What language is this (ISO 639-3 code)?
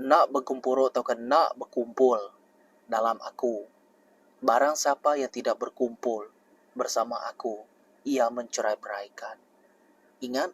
iba